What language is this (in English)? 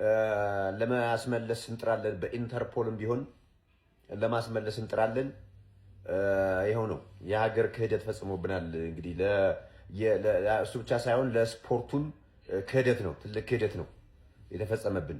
Amharic